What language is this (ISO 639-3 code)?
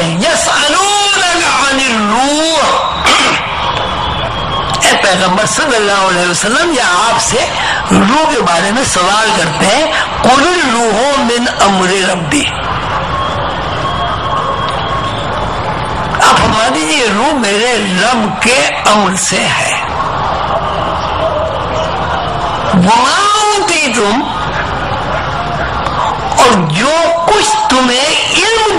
urd